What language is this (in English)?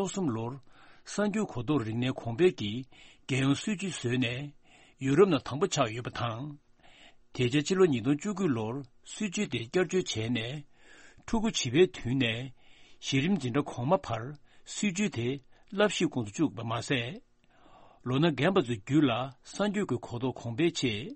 Tibetan